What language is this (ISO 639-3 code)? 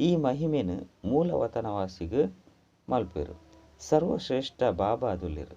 tcy